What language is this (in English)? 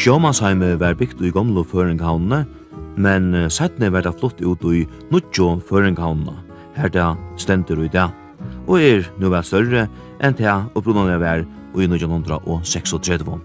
Faroese